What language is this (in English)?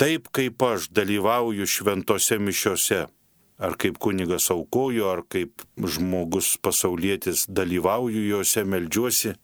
Lithuanian